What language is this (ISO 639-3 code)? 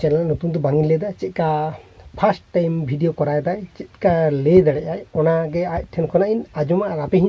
sat